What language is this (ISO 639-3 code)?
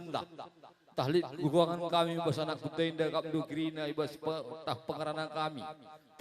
btx